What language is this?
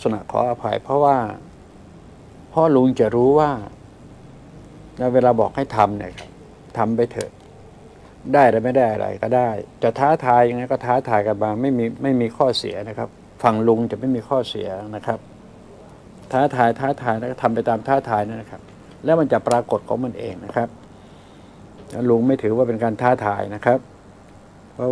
Thai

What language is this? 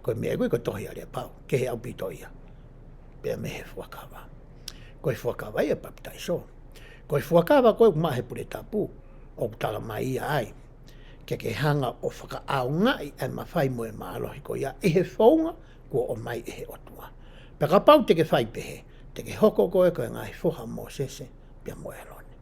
Tongan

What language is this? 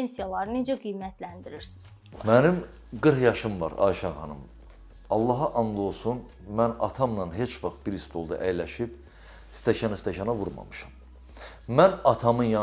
Azerbaijani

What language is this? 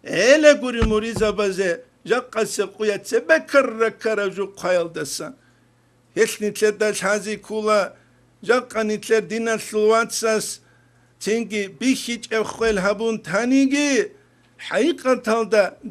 Avaric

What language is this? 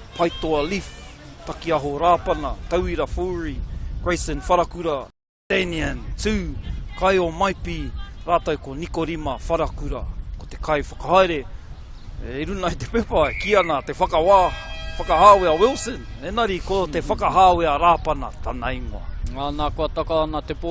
Māori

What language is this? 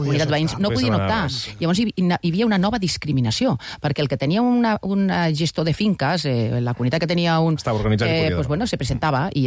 Catalan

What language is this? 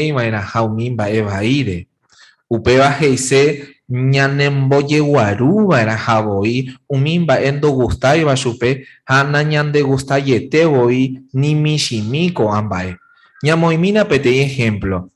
Guarani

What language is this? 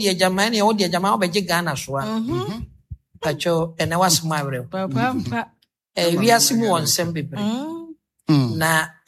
Akan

